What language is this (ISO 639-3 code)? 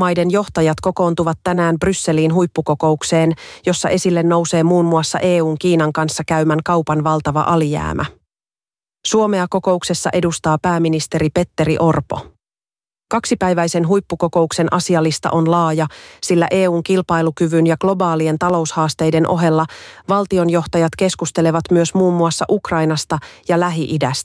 fin